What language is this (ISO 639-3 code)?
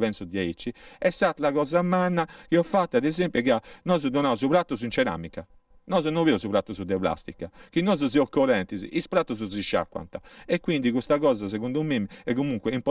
srd